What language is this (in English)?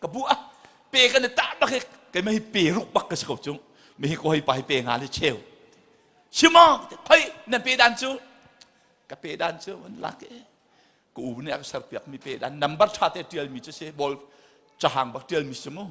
Hakha Chin